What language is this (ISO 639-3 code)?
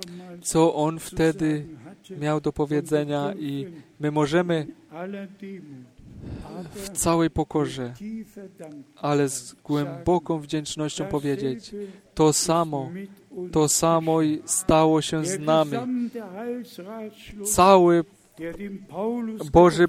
pol